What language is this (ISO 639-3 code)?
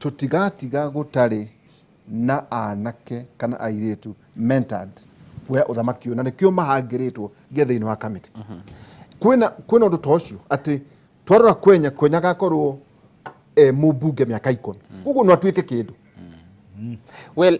kik